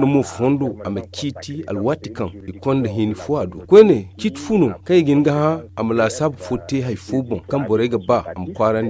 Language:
Zarma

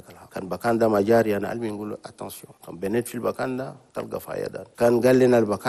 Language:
Chadian Arabic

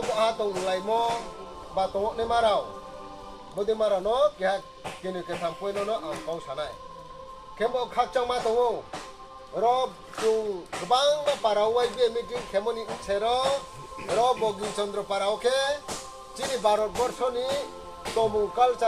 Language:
Riang (India)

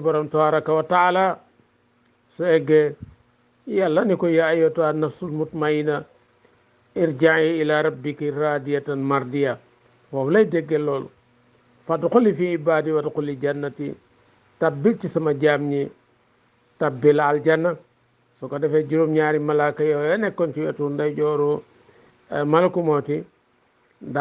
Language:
Wolof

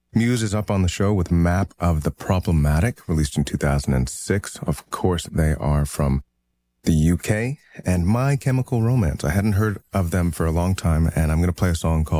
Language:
English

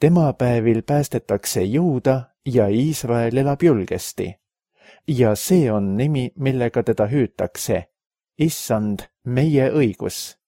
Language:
Estonian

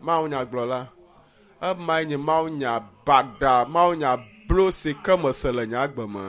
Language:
Ewe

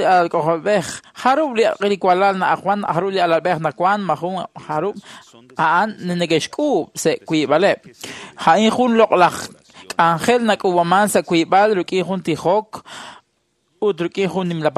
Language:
Kekchí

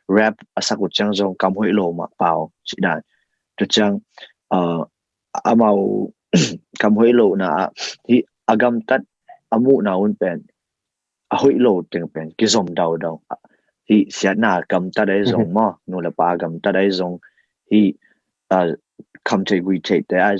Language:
Tedim Chin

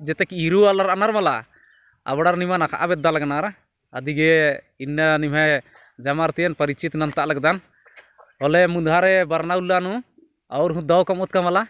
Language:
Kurukh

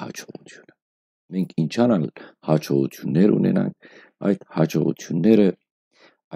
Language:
Western Armenian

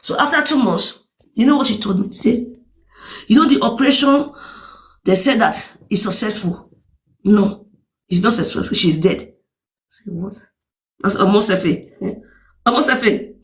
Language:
Nigerian Pidgin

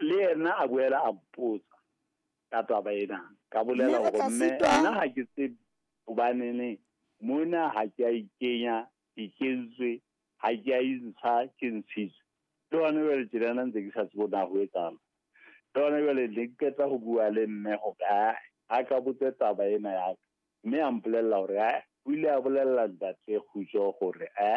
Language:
Southern Sotho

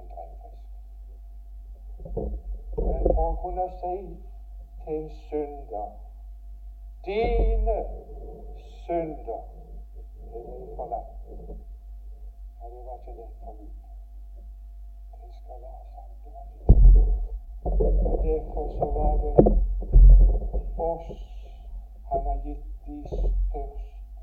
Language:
Norwegian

